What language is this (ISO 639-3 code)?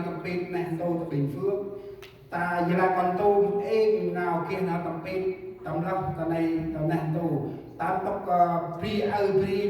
cmo